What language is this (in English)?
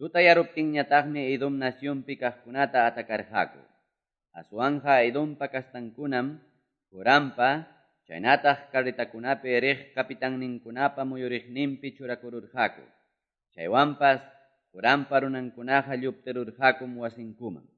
Quechua